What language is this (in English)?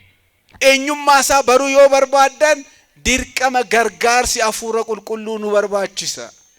Oromo